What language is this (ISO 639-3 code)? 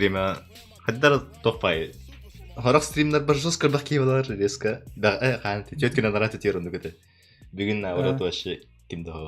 sah